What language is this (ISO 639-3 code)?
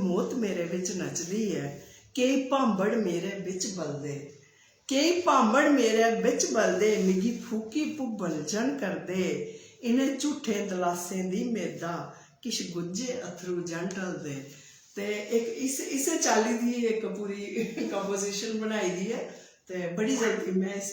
doi